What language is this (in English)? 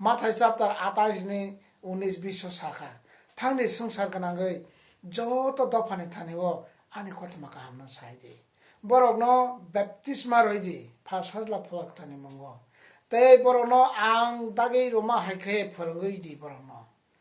Kok Borok